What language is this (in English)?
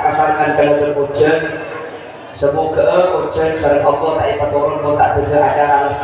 Madurese